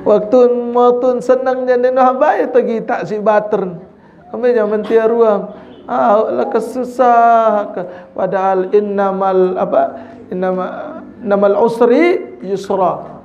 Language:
Sasak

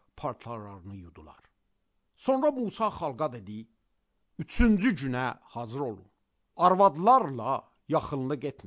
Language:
Azerbaijani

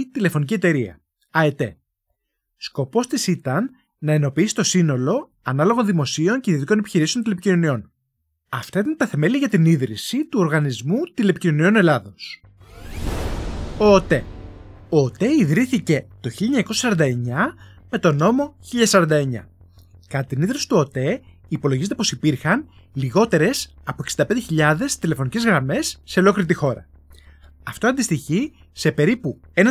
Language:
Greek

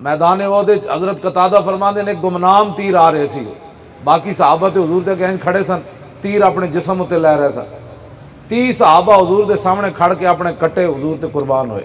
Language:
Western Panjabi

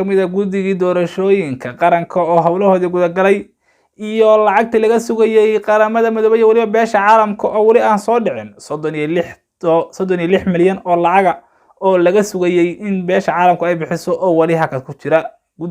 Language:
Somali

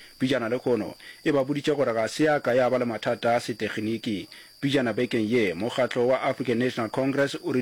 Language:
Northern Sotho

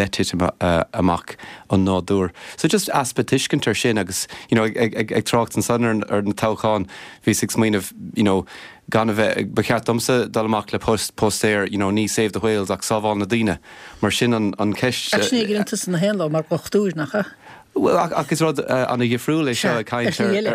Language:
Irish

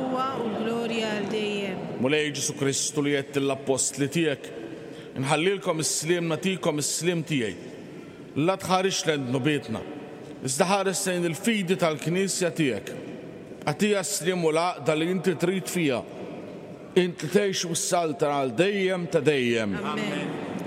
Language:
Maltese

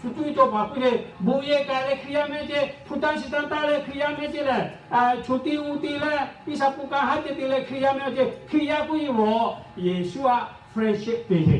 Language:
Lahu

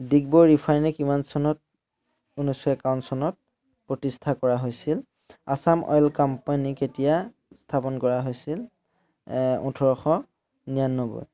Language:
Assamese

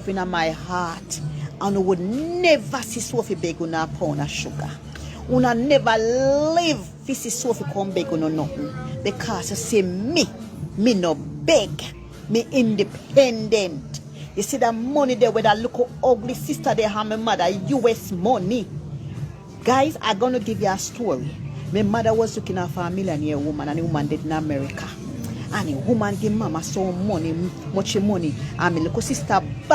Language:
Jamaican Creole English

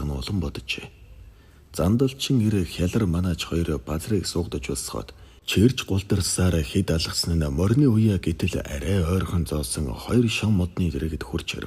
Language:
Mongolian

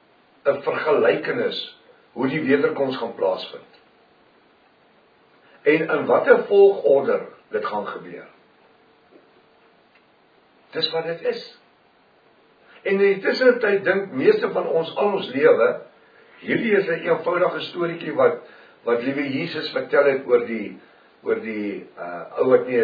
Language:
Afrikaans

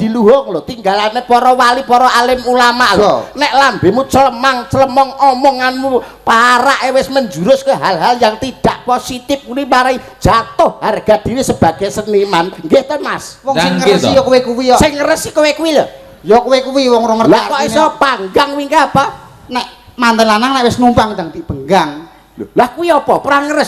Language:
Javanese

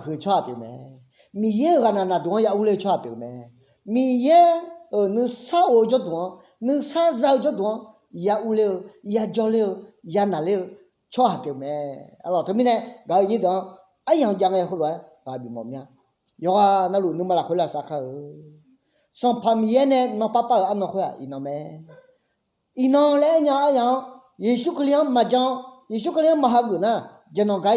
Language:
Akha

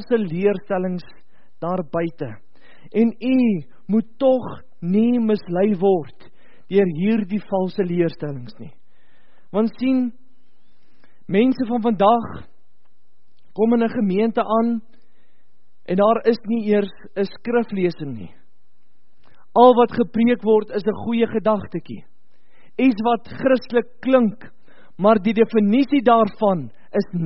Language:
Afrikaans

